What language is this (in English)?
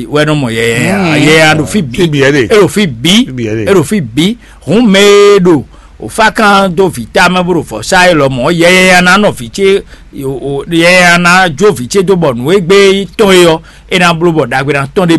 Fon